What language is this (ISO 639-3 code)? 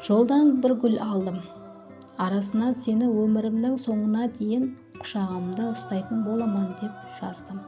kaa